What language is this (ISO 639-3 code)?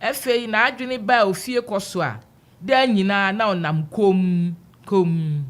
aka